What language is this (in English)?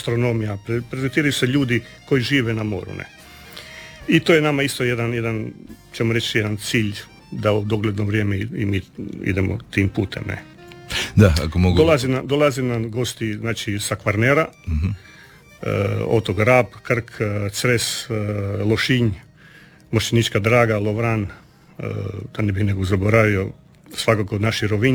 Croatian